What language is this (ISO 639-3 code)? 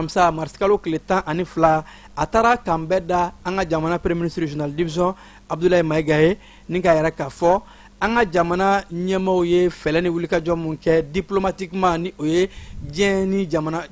bam